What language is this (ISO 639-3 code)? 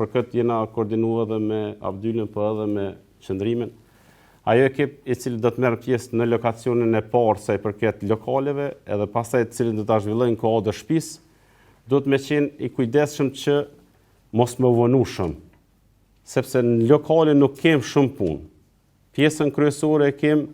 sqi